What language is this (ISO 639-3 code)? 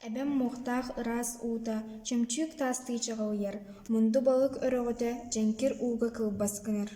sah